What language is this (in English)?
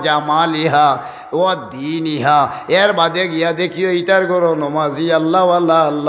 Sylheti